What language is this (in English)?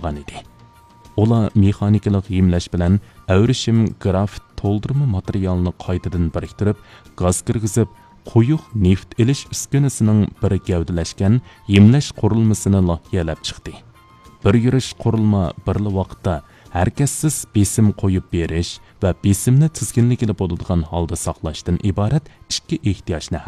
Uyghur